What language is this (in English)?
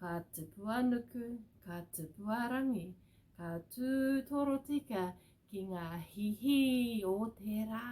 Māori